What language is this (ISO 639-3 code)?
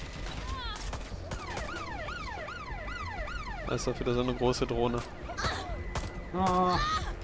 deu